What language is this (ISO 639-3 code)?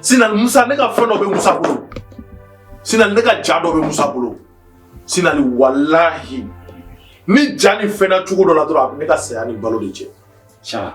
bam